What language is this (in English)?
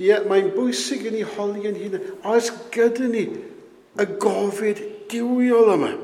Welsh